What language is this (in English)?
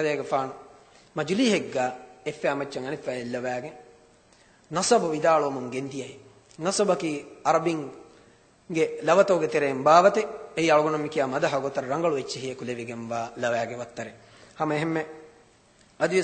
Divehi